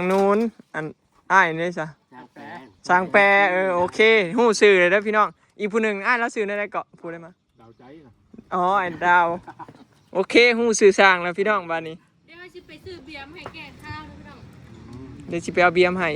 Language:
Northeastern Thai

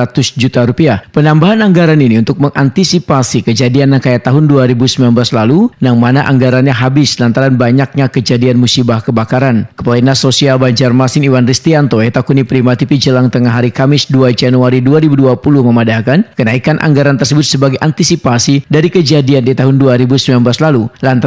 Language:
Banjar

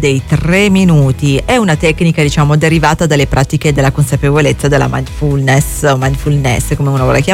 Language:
Italian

